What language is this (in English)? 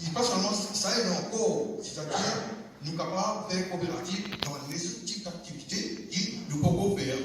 Morisyen